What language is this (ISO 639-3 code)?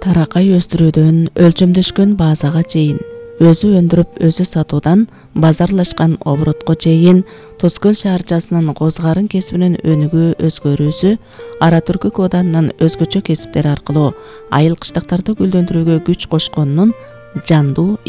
kir